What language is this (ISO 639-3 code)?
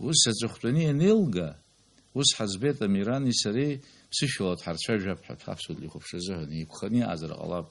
abk